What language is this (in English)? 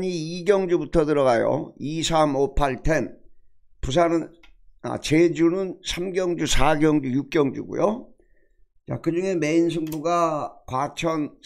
Korean